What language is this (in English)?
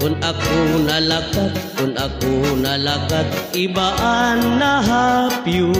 Waray